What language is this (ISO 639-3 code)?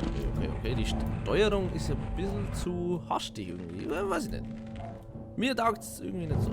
bar